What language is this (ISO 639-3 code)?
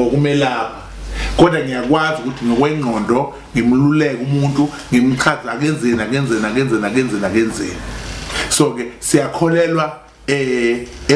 zul